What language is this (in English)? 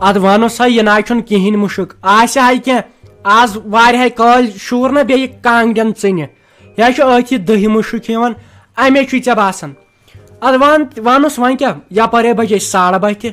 Kashmiri